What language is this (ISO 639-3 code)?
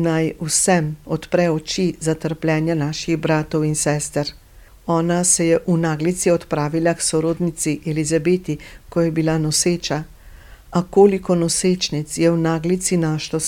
slv